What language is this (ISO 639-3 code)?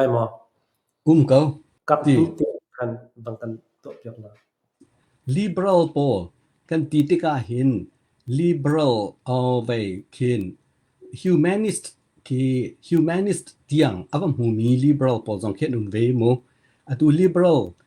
cnh